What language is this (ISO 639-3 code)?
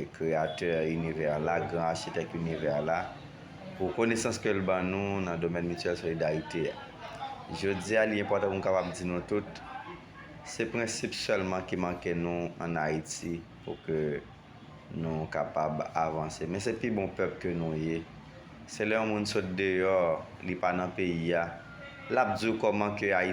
hat